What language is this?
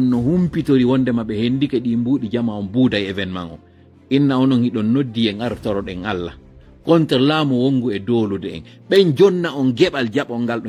Fula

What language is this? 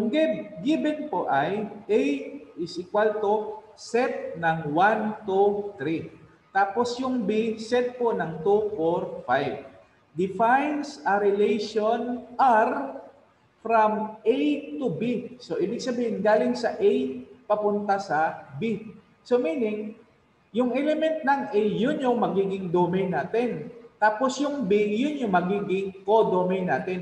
Filipino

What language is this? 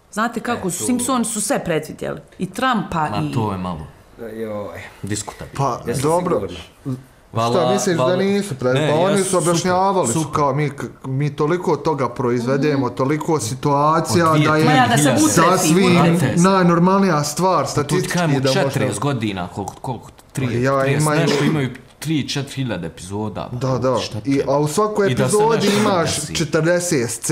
Bosnian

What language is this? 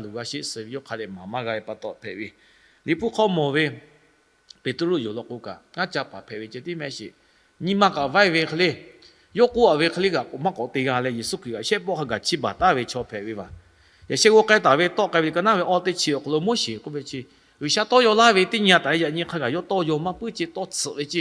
Lahu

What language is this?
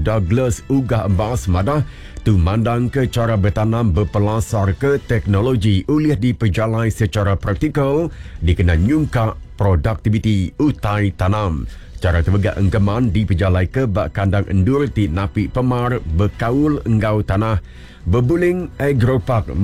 Iban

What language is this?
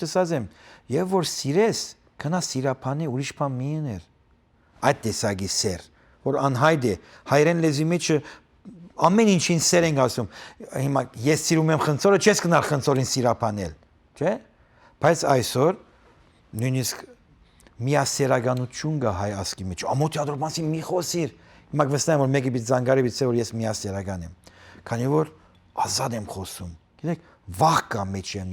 Western Armenian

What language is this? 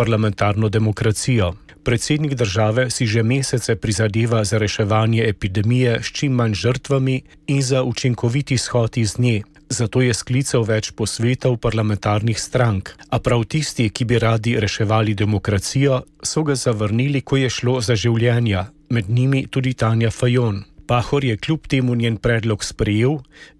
Slovenian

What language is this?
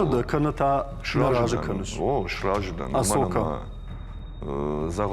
Ossetic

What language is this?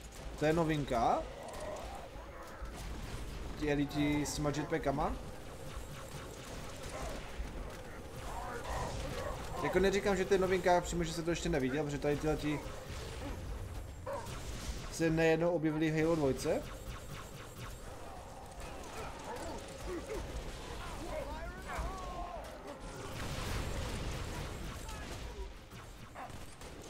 Czech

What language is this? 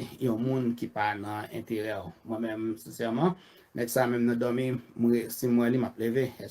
Haitian Creole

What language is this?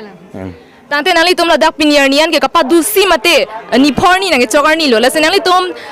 Karbi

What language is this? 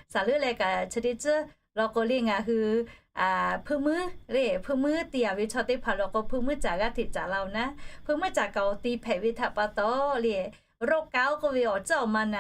Lahu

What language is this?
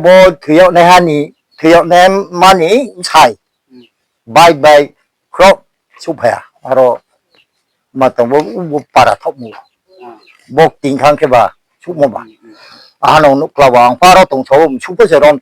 Riang (India)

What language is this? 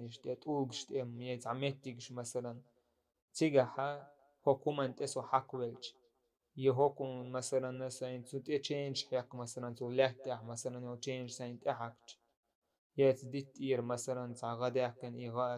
Chechen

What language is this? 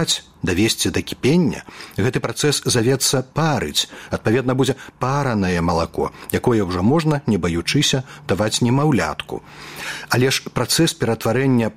Belarusian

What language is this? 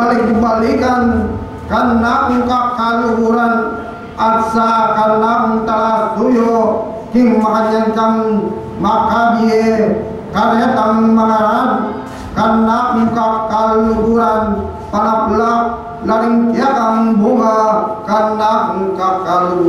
Pampanga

